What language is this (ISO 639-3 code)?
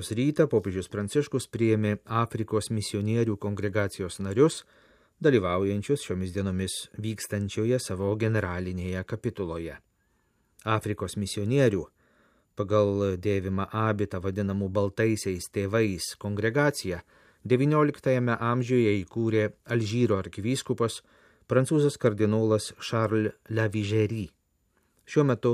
lit